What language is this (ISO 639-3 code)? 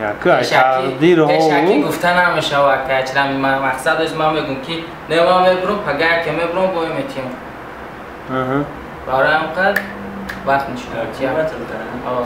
tgk